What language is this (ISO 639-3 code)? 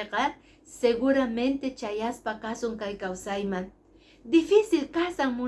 que